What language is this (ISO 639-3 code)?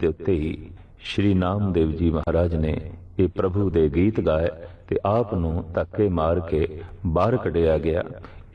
pan